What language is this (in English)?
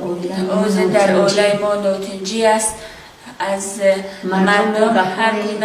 Tajik